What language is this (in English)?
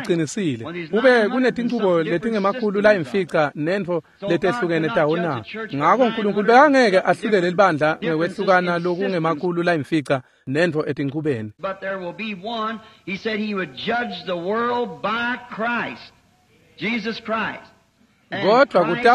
Swati